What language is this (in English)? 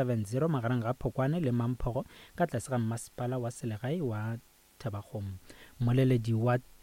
Northern Sotho